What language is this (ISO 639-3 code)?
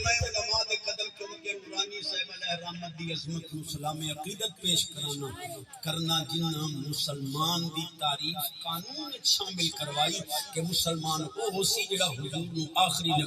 skr